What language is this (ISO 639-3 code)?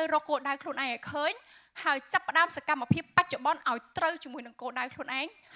khm